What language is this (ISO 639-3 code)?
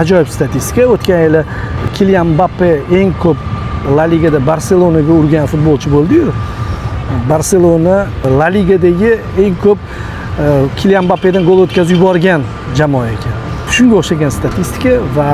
uzb